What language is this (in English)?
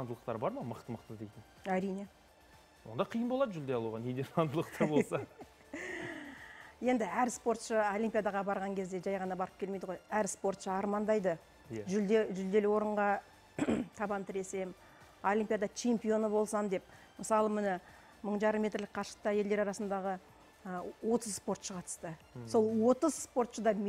Kazakh